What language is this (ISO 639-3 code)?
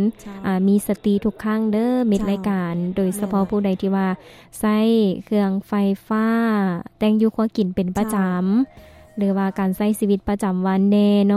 lao